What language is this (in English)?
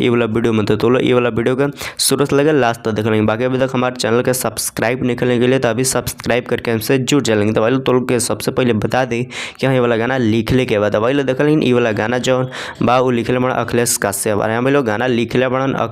Bhojpuri